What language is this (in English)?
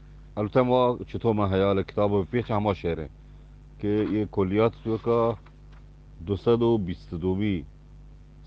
Eastern Balochi